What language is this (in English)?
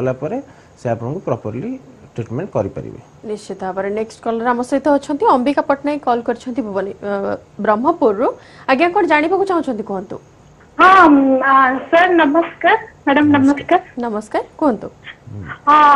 Odia